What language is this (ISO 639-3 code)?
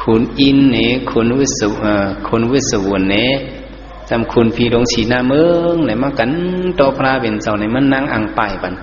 shn